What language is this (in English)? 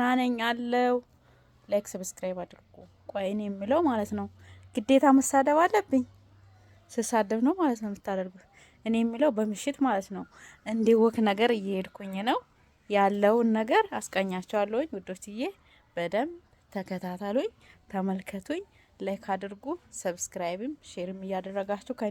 Amharic